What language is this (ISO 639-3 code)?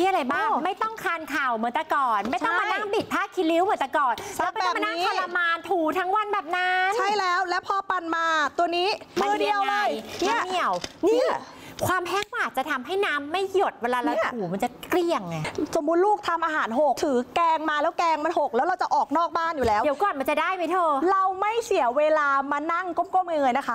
tha